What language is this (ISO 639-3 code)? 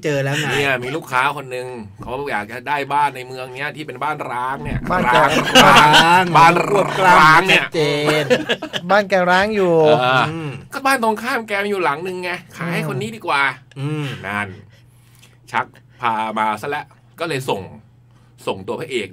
tha